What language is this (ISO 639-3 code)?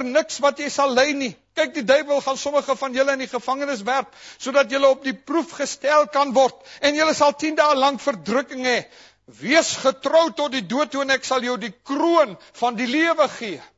afr